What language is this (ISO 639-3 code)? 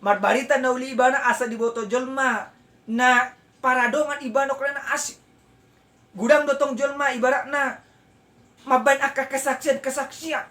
bbc